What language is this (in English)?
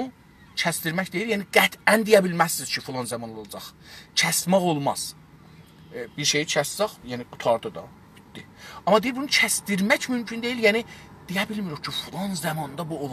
South Azerbaijani